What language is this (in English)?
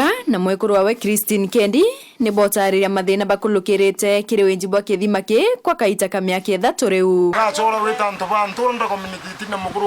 Meru